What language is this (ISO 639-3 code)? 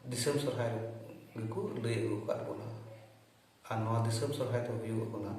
sat